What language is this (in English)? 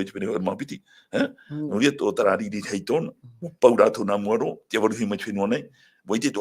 Tahitian